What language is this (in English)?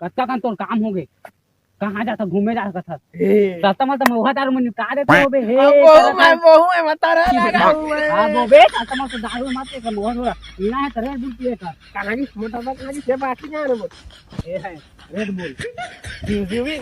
Chhattisgarhi